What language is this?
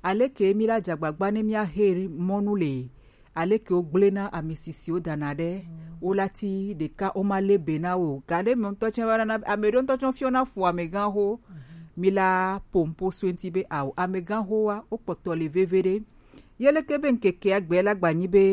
Gen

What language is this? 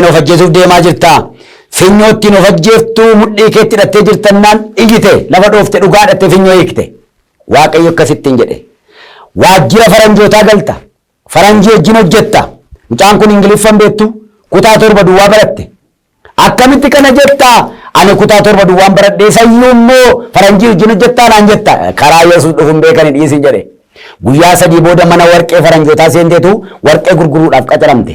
Oromo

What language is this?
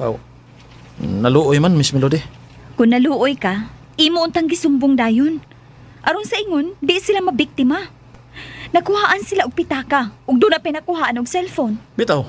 Cebuano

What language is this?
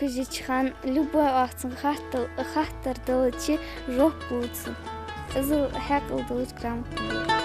Ingush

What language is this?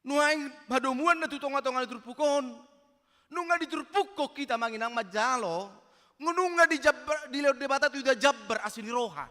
Batak Toba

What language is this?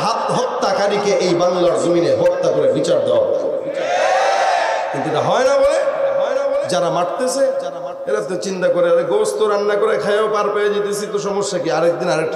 Bangla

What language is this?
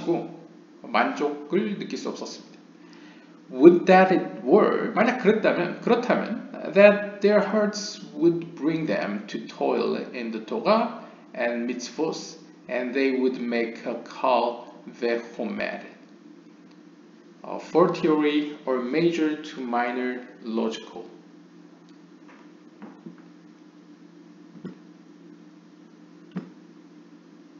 Korean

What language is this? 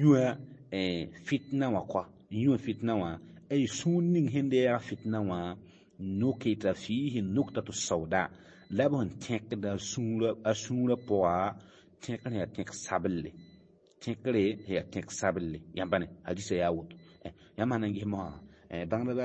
Mossi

